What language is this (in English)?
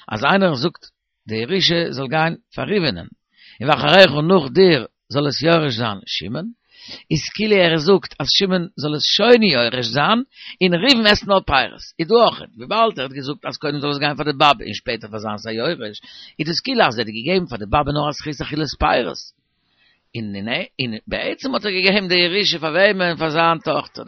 Yiddish